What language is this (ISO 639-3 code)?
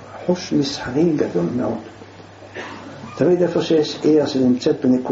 heb